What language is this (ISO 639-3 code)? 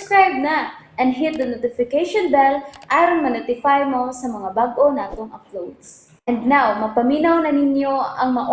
ceb